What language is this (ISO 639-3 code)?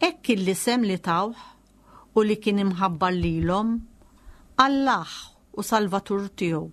mlt